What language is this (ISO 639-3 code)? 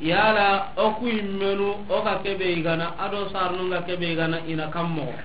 snk